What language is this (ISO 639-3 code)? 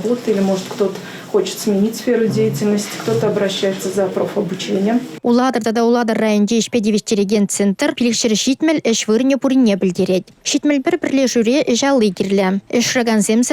chv